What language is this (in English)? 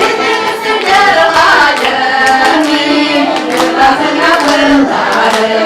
Bashkir